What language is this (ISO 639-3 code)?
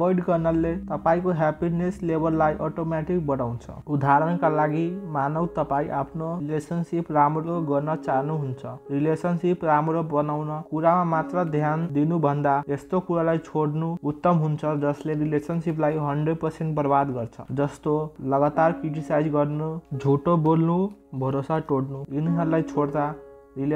nep